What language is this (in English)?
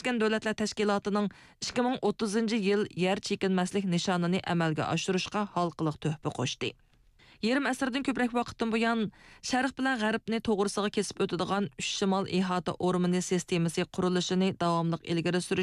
Uyghur